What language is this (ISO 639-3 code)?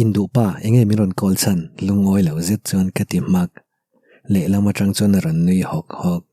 lus